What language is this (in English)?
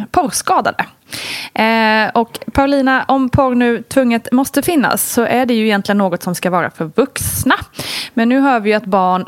Swedish